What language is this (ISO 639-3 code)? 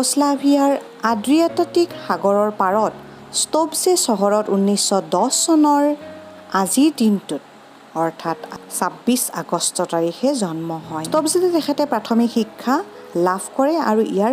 asm